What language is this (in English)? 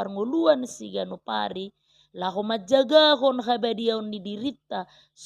Batak Toba